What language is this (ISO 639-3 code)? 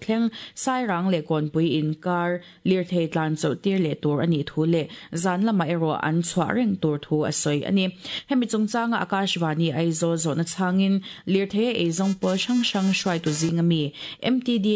lus